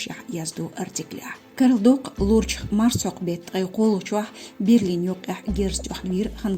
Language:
Chechen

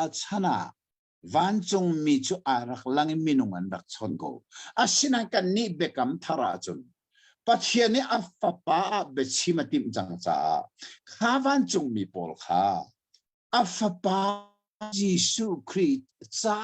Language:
Hakha Chin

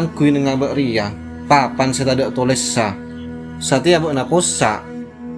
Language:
Madurese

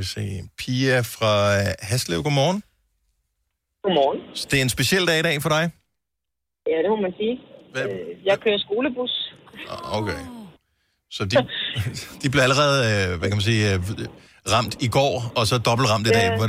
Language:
Danish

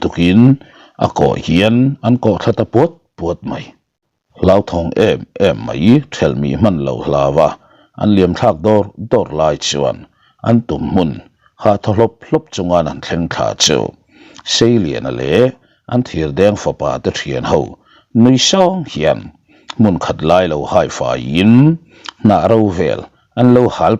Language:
Mizo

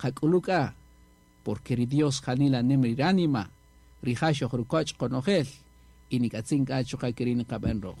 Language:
Kaqchikel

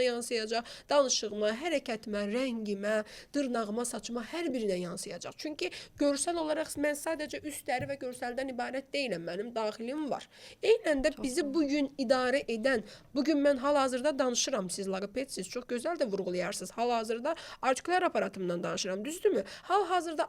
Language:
Azerbaijani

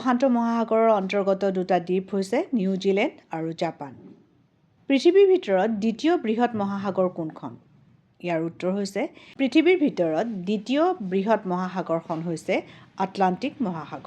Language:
Assamese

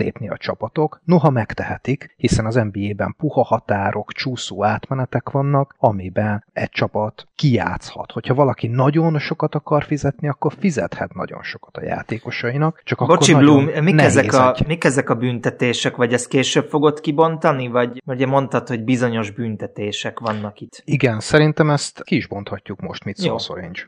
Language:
Hungarian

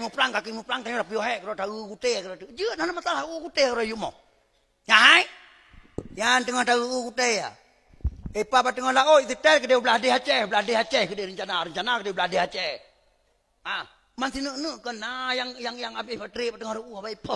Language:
Achinese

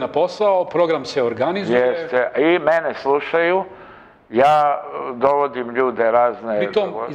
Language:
Serbian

